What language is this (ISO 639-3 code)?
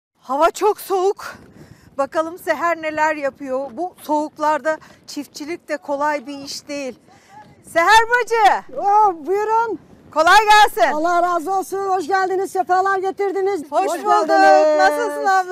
tur